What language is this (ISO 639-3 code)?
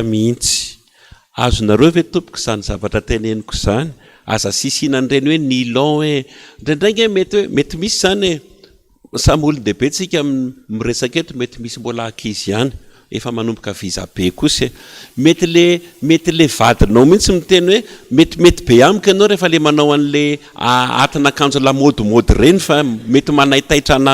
mlg